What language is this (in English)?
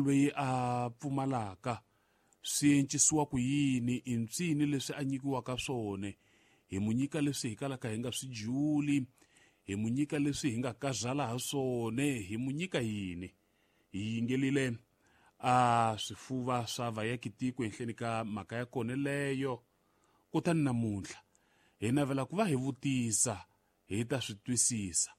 Tsonga